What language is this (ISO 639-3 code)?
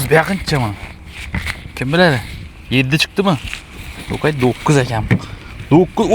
uzb